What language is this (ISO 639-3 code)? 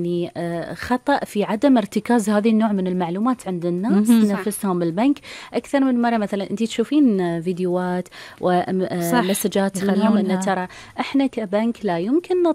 afb